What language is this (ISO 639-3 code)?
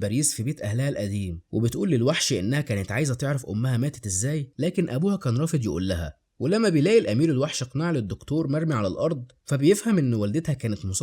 arz